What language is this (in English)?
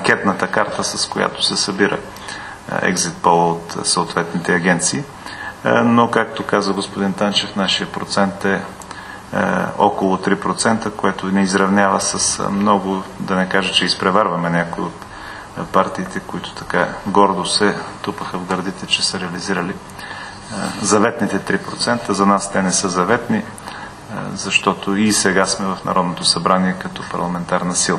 Bulgarian